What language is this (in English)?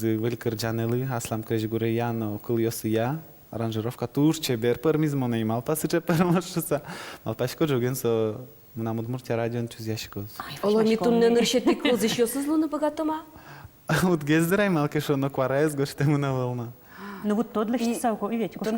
Udmurt